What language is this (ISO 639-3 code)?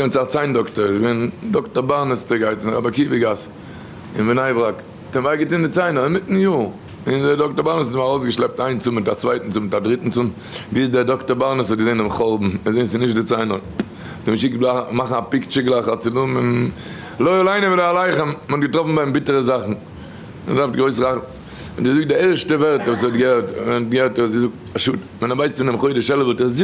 yid